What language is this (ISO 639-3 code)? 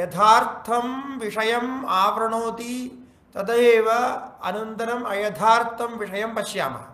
san